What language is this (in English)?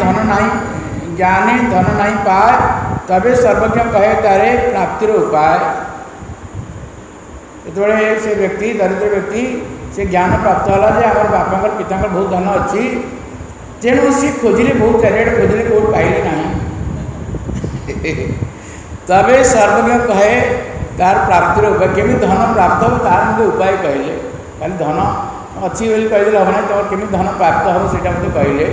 Odia